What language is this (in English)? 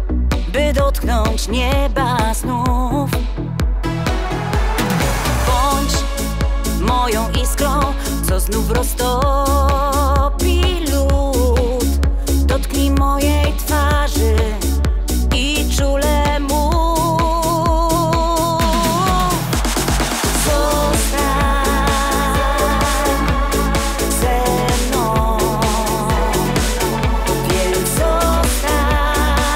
Polish